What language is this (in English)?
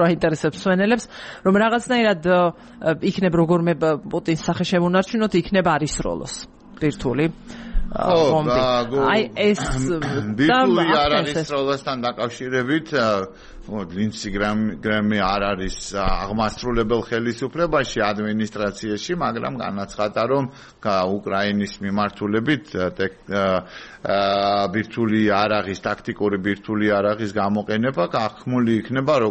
Georgian